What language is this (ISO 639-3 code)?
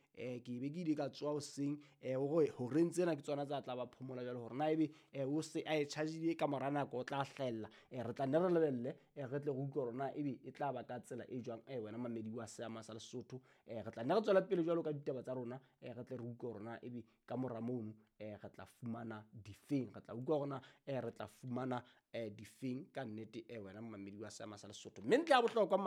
sot